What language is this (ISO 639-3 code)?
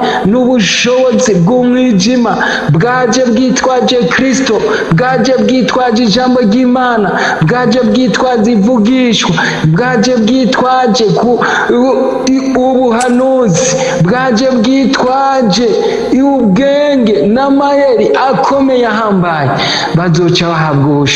run